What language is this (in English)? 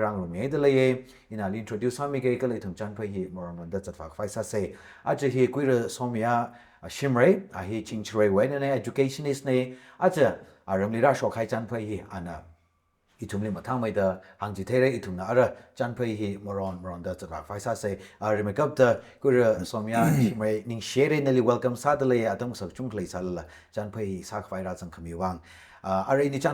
Tangkhul Naga (India)